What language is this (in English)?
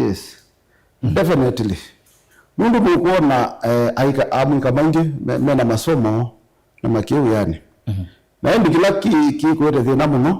Kamba